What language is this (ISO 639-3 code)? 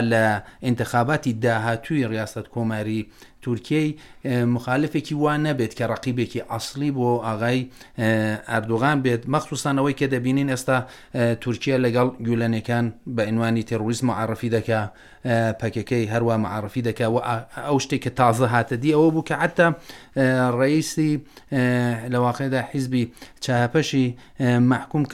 ckb